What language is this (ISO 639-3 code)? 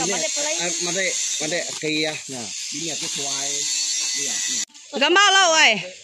iba